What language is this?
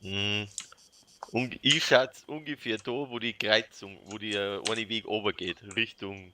Bavarian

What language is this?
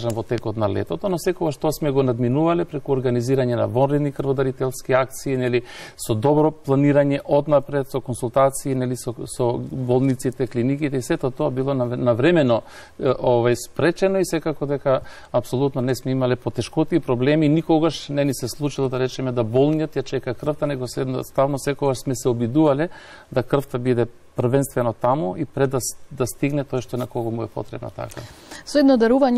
Macedonian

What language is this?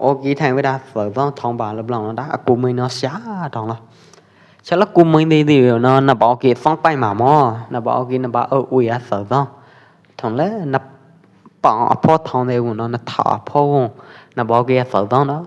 Pwo Eastern Karen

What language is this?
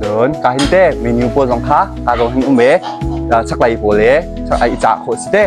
Hakha Chin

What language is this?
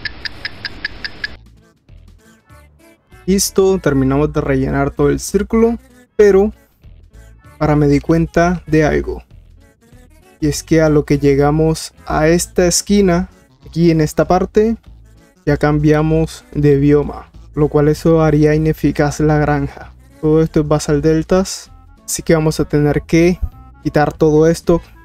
Spanish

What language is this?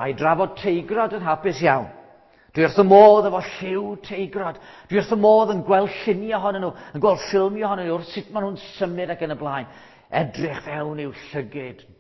Welsh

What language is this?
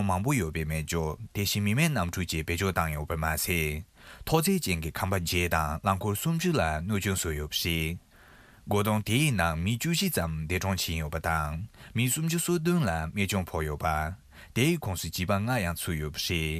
Tibetan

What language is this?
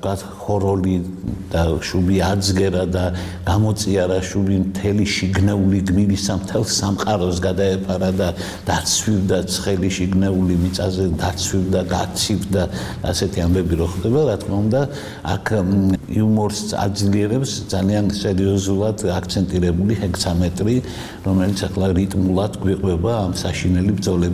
Georgian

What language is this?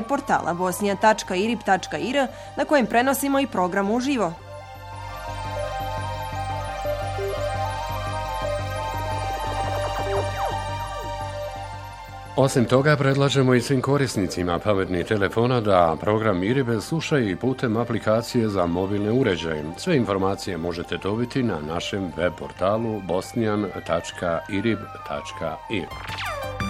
Bosnian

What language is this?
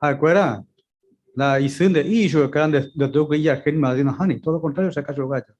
Guarani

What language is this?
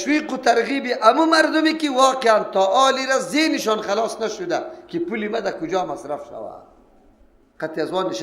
Persian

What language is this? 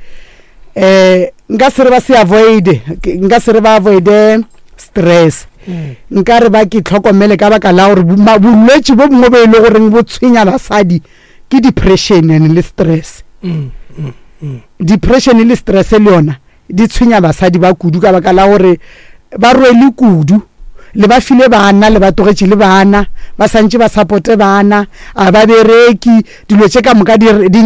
Northern Sotho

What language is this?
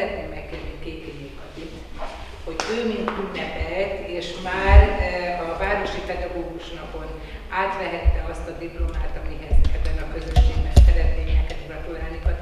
Hungarian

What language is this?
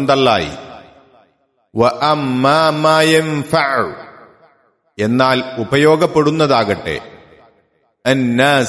Malayalam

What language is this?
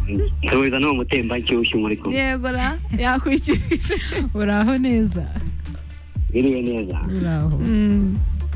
Kinyarwanda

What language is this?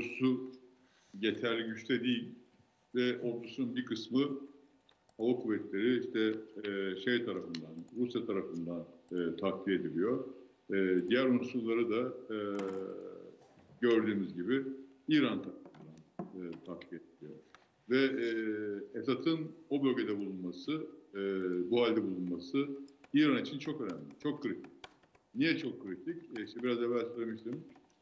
Turkish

